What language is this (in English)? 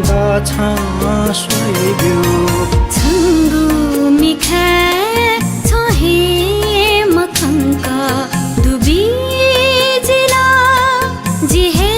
Newari